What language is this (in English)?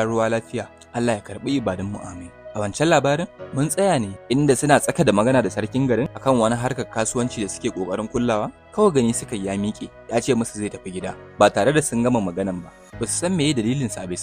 Hausa